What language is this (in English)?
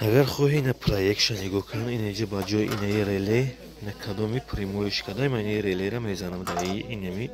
Tajik